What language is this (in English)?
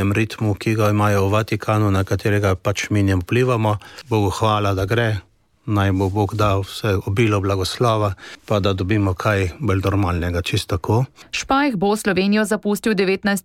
Slovenian